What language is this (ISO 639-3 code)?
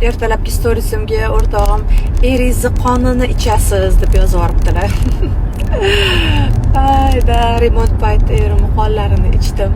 uzb